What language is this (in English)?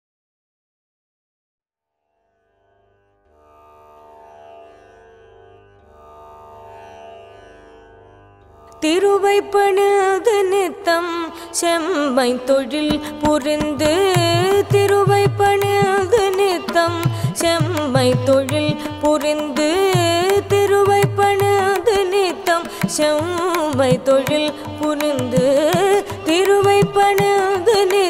Tamil